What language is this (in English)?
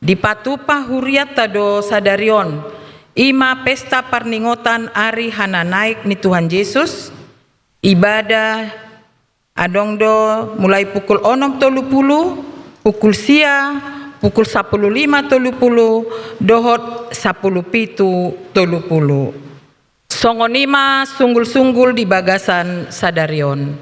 Batak Toba